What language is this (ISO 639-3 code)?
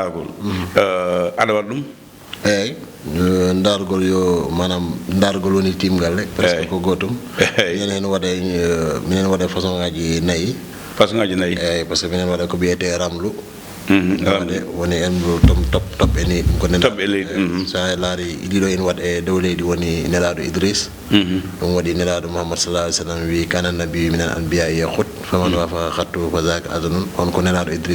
ful